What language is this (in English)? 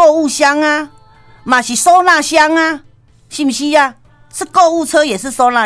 Min Nan Chinese